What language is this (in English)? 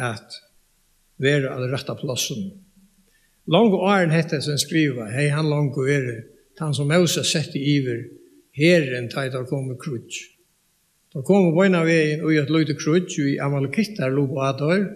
Faroese